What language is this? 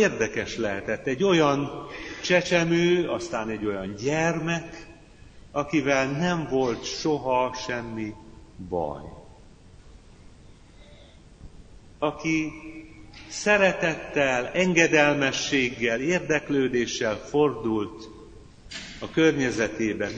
Hungarian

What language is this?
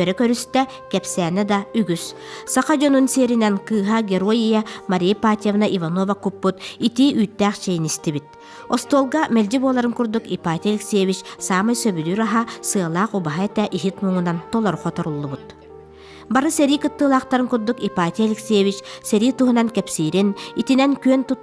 Yakut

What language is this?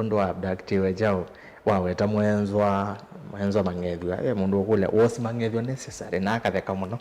Kamba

